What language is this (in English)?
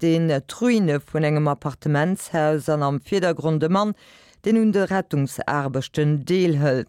Luxembourgish